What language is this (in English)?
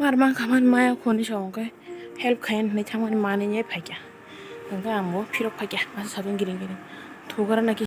Kok Borok